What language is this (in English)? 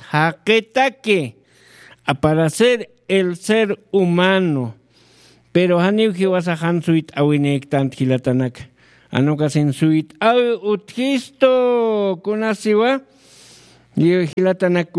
Aymara